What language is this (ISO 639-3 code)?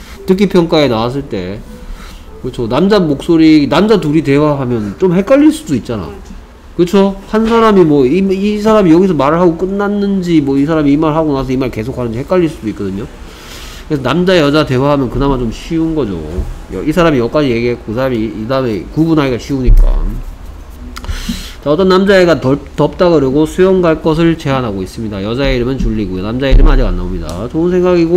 kor